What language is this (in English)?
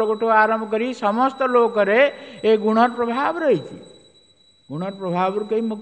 Odia